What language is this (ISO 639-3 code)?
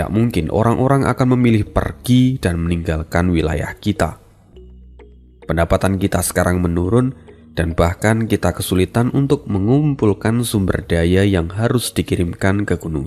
ind